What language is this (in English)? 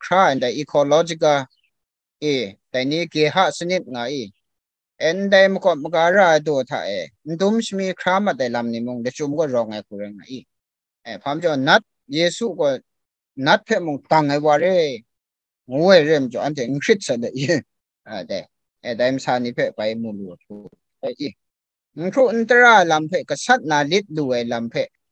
Kachin